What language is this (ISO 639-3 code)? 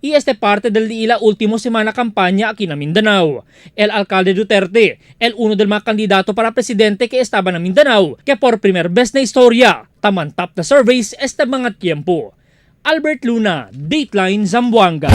cbk